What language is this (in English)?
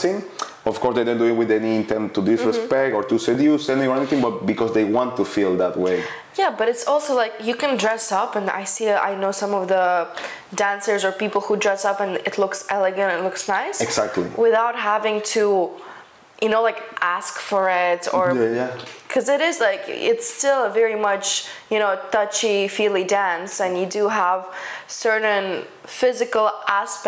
English